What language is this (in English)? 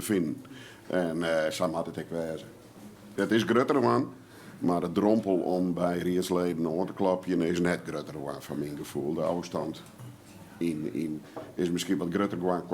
Western Frisian